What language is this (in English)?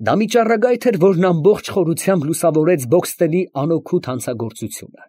Armenian